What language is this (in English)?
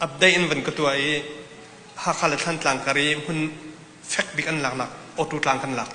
Hakha Chin